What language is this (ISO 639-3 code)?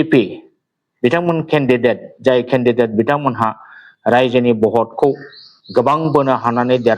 brx